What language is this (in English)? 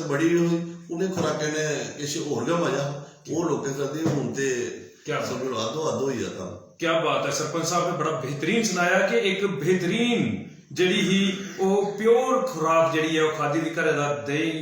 Dogri